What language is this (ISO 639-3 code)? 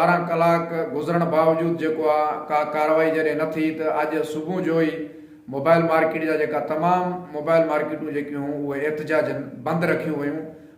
snd